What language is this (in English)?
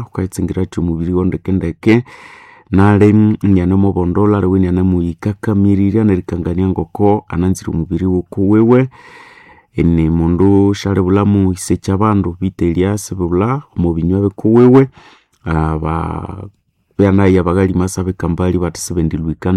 Nande